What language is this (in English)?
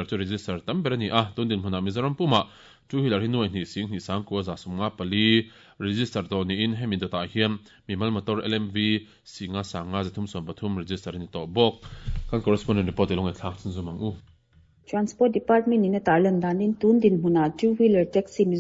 Mizo